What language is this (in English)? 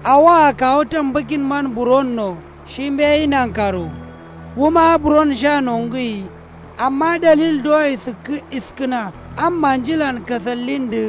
Kanuri